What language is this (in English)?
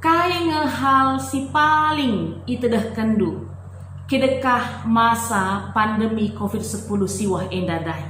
Batak Karo